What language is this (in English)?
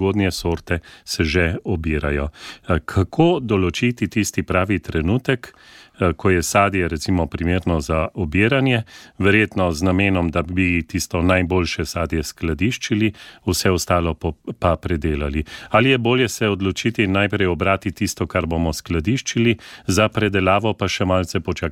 Slovenian